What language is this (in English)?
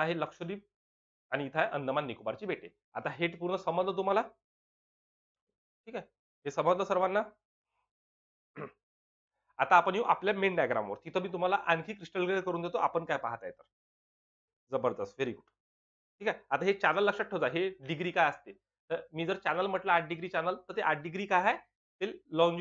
Marathi